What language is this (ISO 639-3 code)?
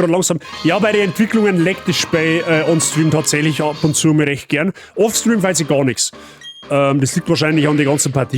bar